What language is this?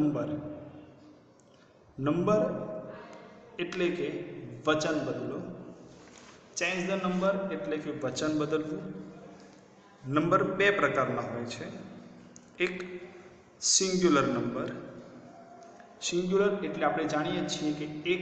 Gujarati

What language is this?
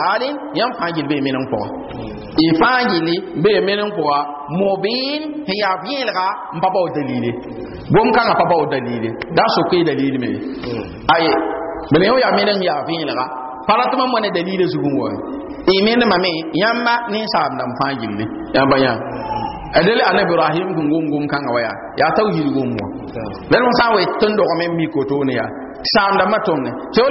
Mossi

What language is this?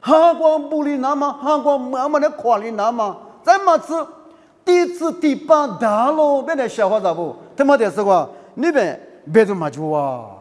Lisu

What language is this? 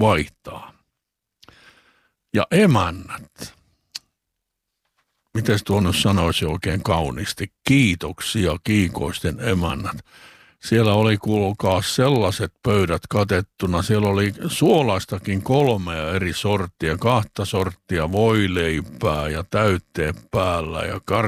Finnish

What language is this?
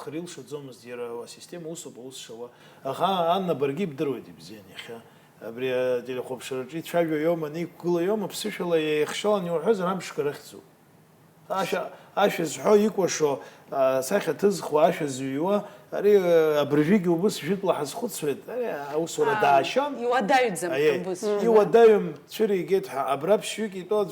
Abkhazian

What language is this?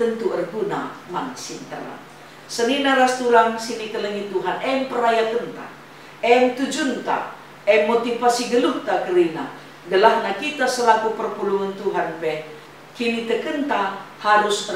Batak Karo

